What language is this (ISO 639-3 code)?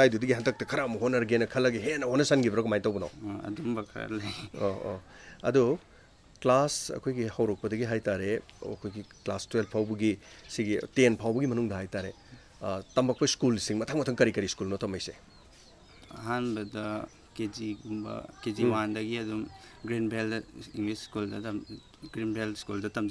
mni